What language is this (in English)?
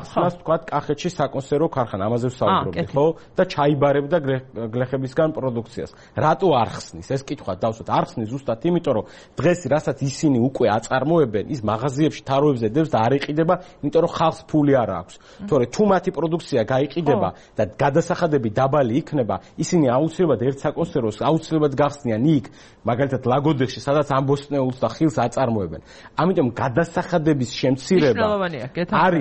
Georgian